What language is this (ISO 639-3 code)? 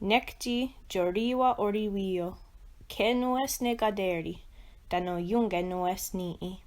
moh